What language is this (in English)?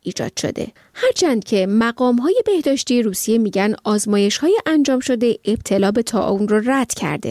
Persian